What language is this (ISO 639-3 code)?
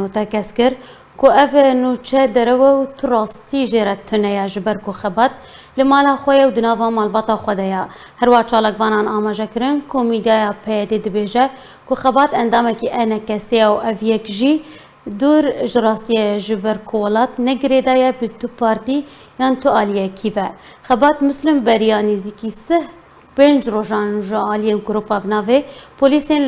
kur